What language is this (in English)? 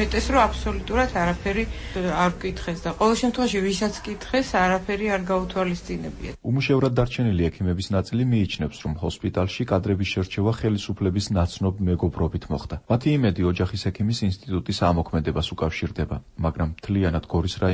Georgian